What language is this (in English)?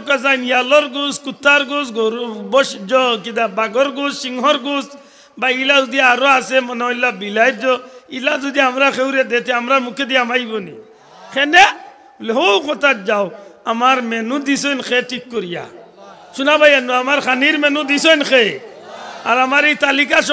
Sylheti